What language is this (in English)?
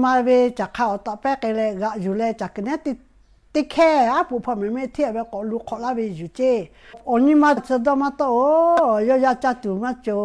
Lahu